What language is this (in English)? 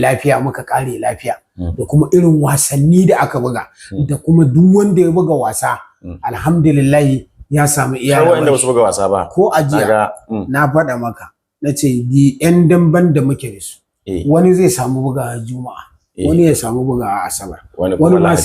Hausa